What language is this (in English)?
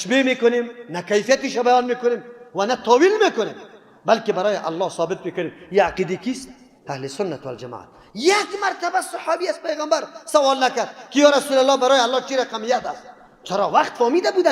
Persian